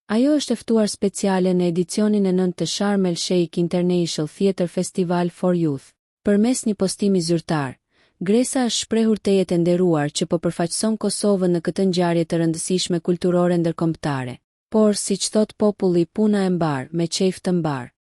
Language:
Albanian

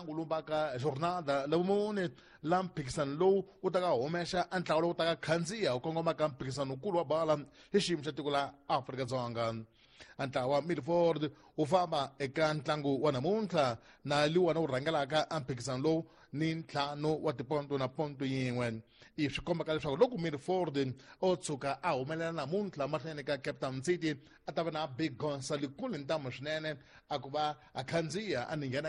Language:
Tsonga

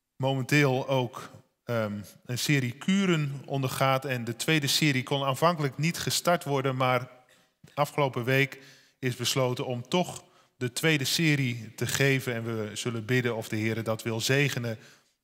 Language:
Dutch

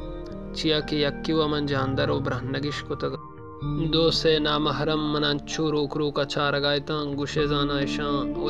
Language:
Baluchi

